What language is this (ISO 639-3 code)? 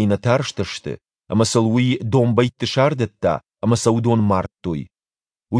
oss